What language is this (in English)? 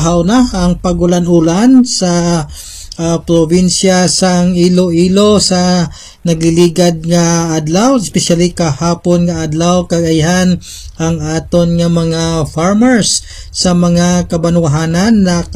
Hiligaynon